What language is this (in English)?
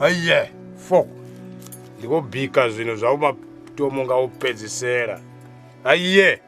Venda